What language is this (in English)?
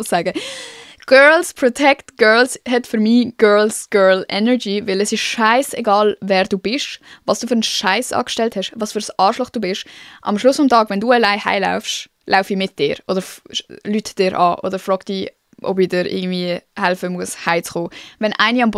Swiss German